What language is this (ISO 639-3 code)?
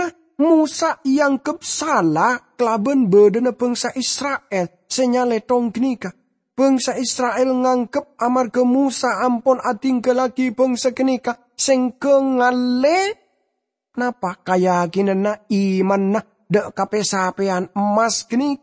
mad